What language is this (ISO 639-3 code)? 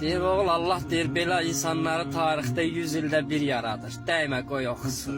aze